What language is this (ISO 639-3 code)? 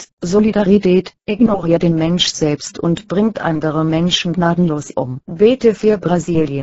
deu